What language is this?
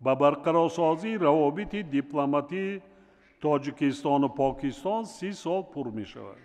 Tajik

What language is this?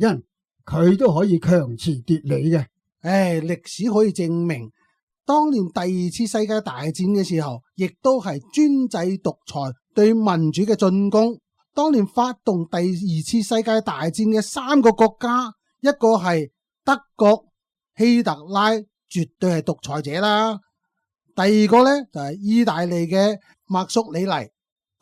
Cantonese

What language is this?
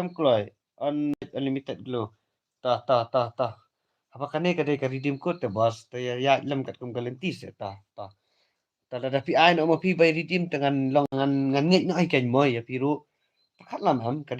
Khasi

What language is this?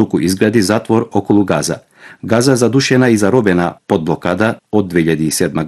Macedonian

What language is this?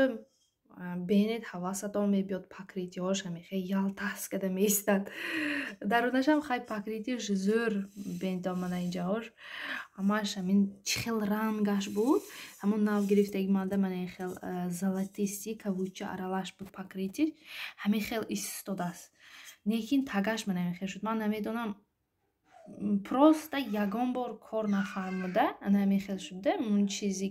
Tajik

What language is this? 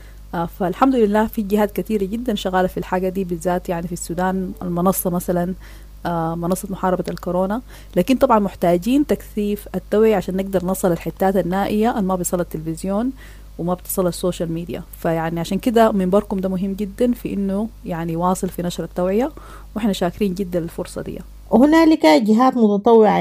Sudanese Arabic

